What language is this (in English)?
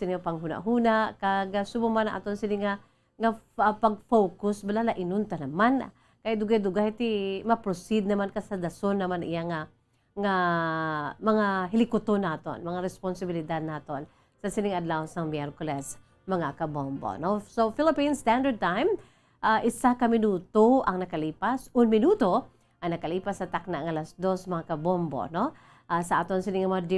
Hiligaynon